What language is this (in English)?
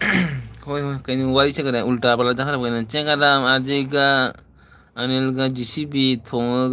Manipuri